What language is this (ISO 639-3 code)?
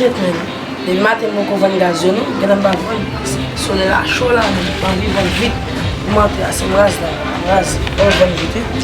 hat